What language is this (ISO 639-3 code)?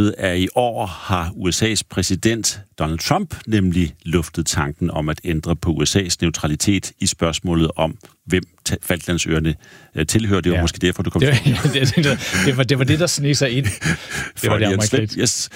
dan